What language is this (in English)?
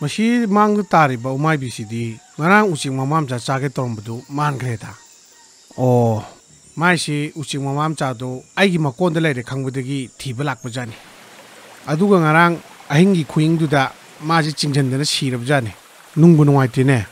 Manipuri